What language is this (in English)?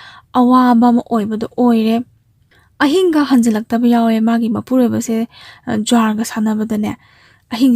Manipuri